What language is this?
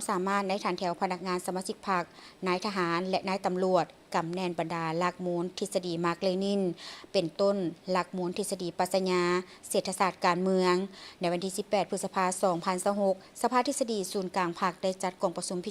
Lao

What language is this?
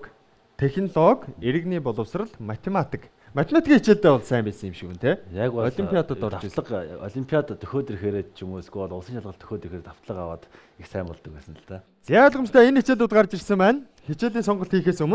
Mongolian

